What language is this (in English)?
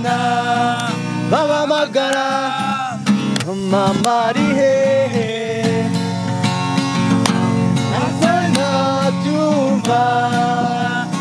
Kinyarwanda